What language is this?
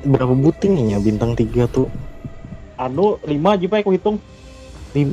Banjar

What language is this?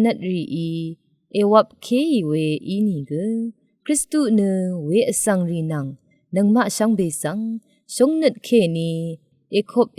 Rawang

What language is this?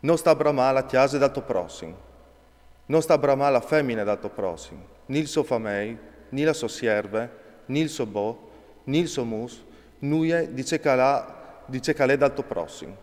Friulian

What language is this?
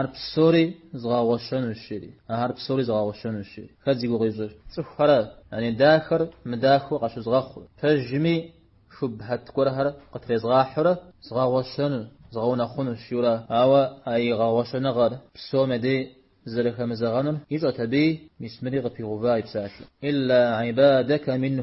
Kabardian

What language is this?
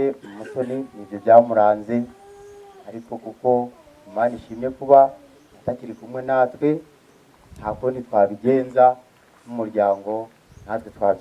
Kinyarwanda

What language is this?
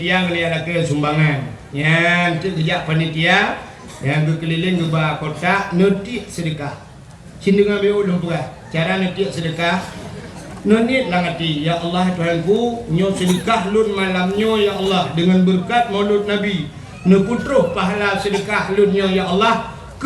Achinese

